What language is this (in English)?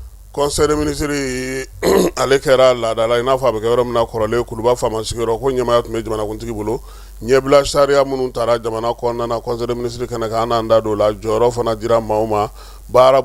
Bambara